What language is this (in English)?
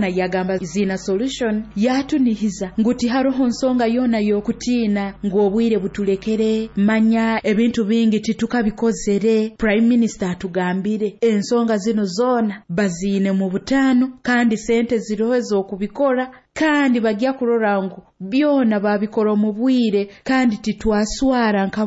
Nyoro